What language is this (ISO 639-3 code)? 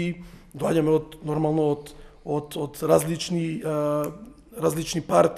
mkd